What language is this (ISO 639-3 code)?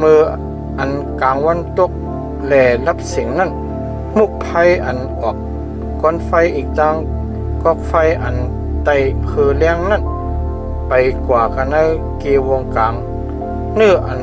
shn